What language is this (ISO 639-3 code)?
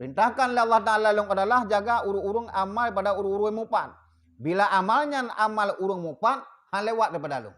ace